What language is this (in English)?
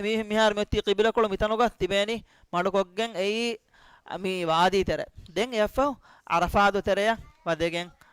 Divehi